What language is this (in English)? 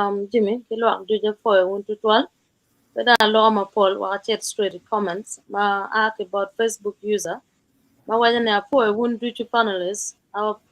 Acoli